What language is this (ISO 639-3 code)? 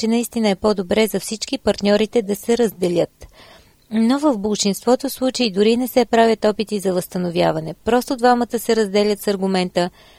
bul